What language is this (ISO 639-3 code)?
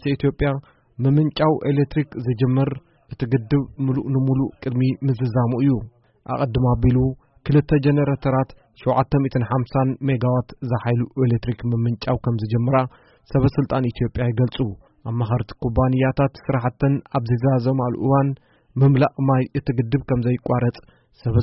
tir